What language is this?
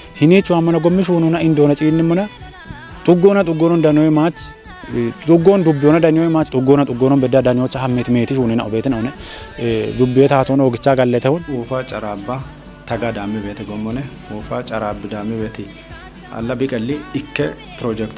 Kafa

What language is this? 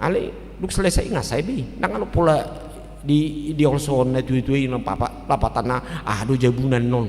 Batak Toba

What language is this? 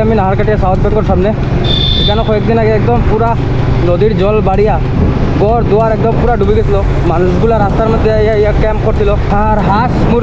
Sylheti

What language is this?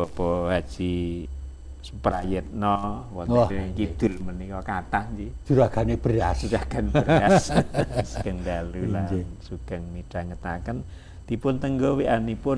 Javanese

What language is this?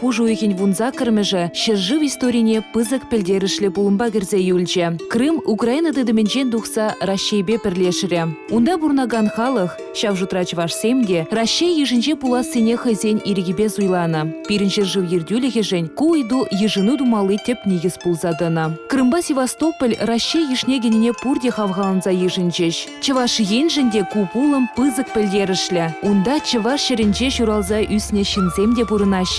Chuvash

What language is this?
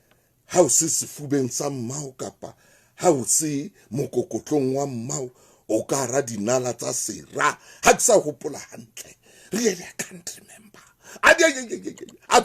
Southern Sotho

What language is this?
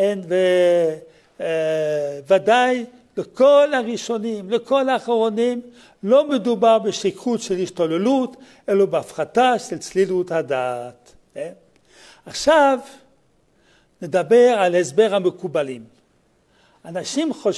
Hebrew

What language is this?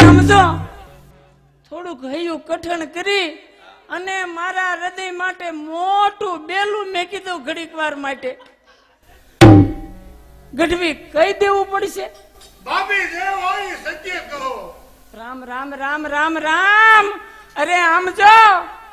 Gujarati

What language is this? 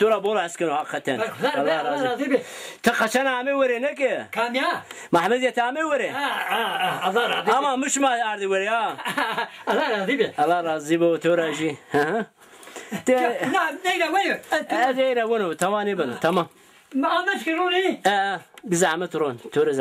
Zaza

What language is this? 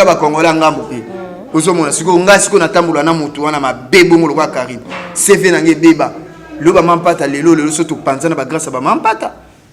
Lingala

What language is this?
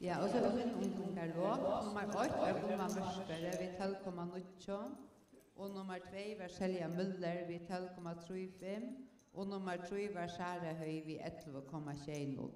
Faroese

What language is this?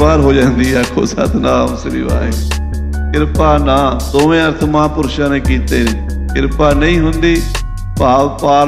Punjabi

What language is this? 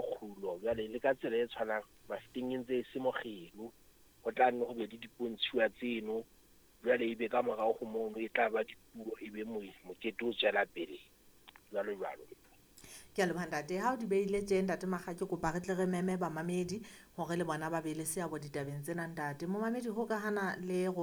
Southern Sotho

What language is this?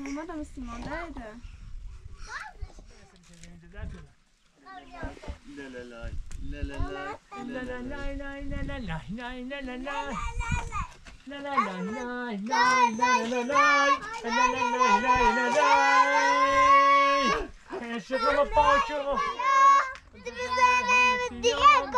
Persian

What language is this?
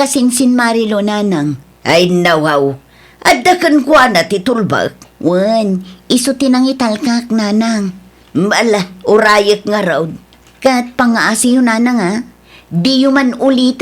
Iloko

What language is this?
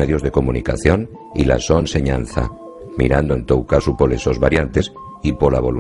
Asturian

